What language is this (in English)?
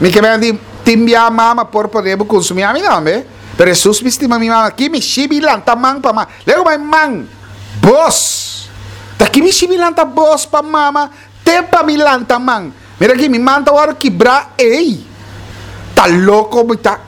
Papiamento